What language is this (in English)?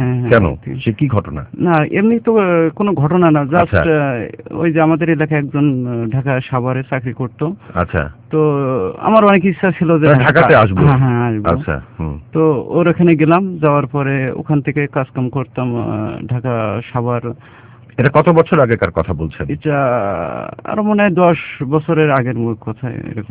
Bangla